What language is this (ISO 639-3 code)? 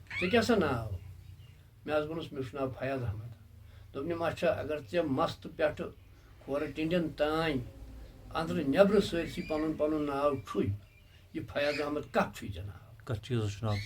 kas